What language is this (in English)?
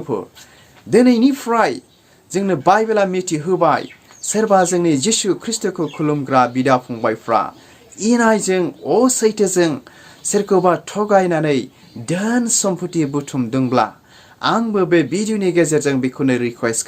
Bodo